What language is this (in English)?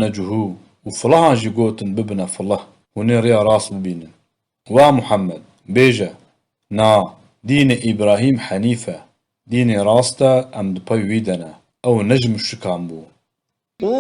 Kurdish